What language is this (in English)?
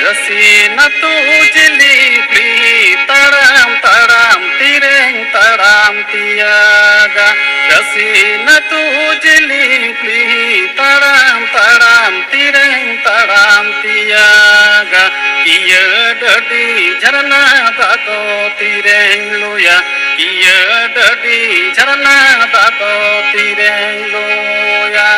Santali